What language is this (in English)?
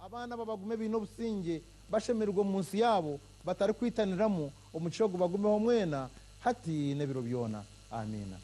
Nyankole